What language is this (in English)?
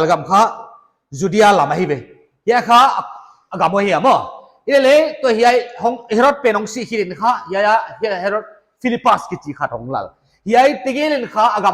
Paite Chin